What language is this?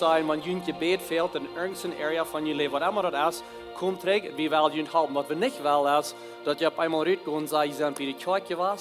Plautdietsch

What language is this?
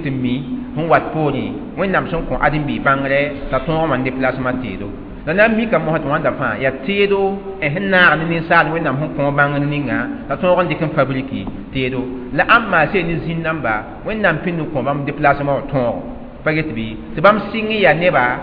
Mossi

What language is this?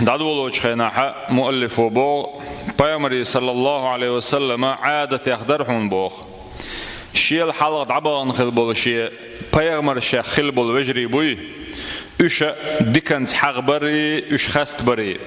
Chechen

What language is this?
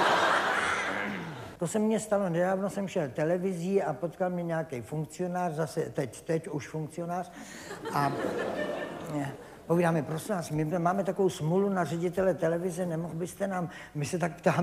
Czech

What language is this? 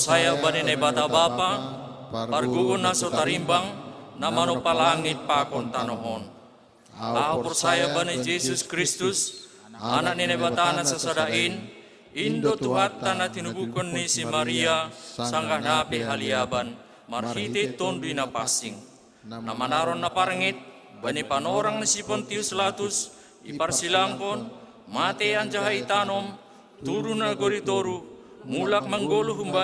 Batak Simalungun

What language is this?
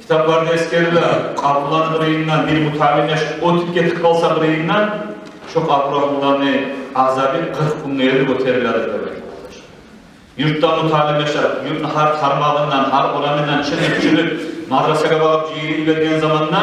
Kumyk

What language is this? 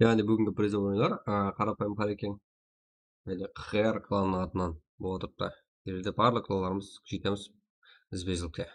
Kara-Kalpak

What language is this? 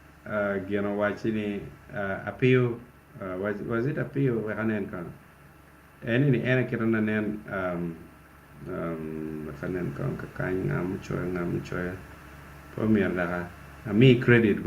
Acoli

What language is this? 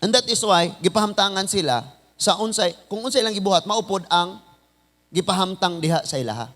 Cebuano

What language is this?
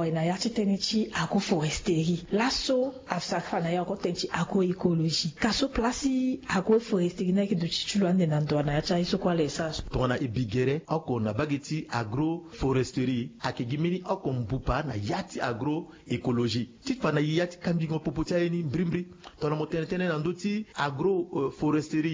Sango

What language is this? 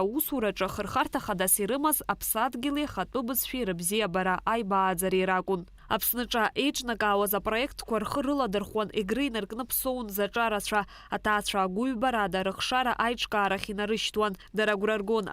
Abkhazian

